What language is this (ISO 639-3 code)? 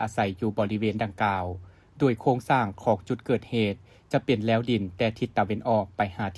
lao